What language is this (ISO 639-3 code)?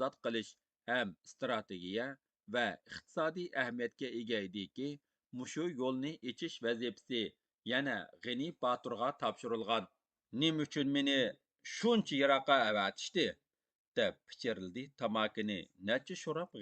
uig